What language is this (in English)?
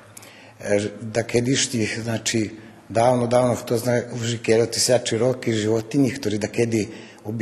Rusyn